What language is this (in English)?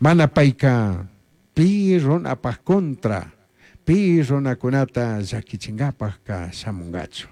Chimborazo Highland Quichua